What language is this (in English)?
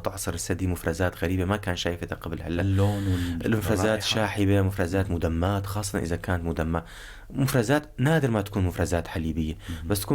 North Levantine Arabic